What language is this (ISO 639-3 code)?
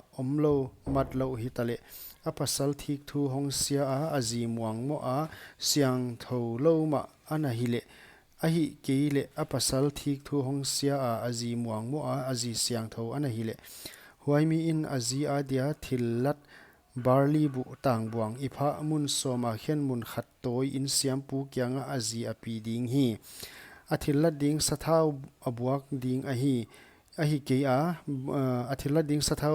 pck